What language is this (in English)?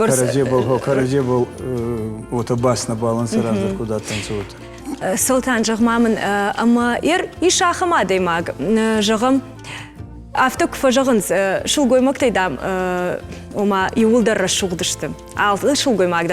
Ossetic